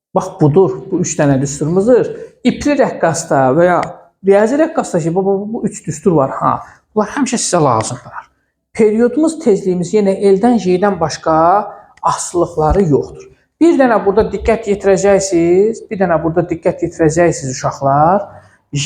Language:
Azerbaijani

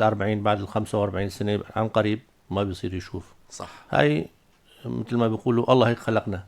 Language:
North Levantine Arabic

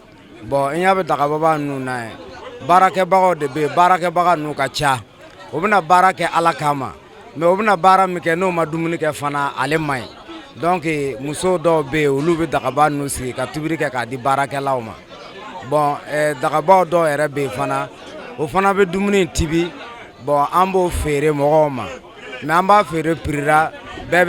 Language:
Bambara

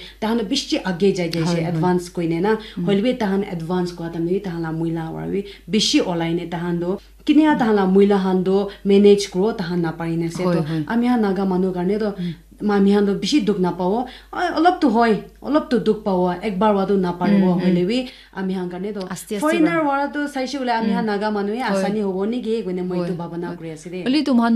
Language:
Naga Pidgin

